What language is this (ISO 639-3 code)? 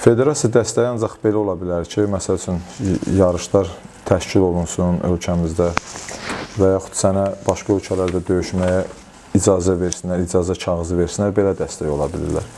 aze